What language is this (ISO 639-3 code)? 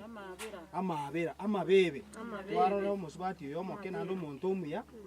guz